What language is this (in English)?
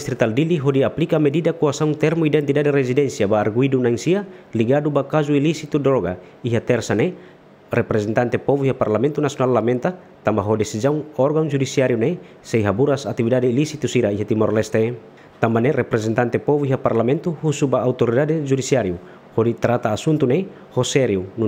Tetum